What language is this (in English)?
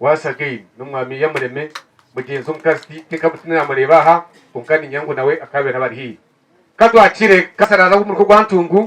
Nyankole